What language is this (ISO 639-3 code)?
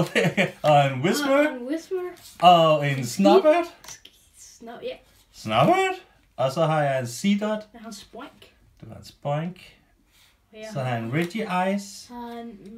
dan